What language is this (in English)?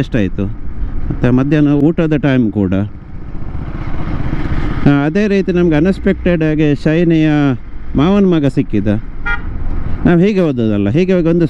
Kannada